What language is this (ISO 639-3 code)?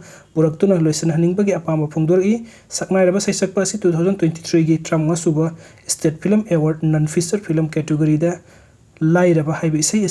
mni